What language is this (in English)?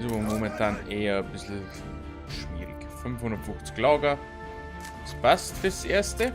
Bavarian